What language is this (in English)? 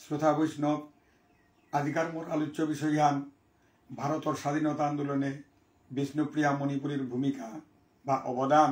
Bishnupriya